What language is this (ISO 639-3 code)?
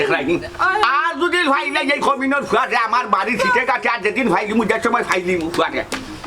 syl